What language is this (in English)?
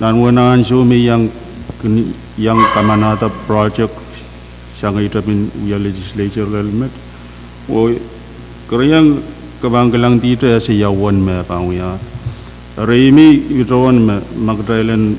Pohnpeian